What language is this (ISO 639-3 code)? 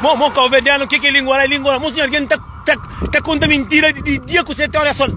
kea